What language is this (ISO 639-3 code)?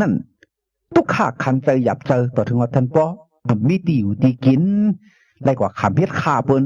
shn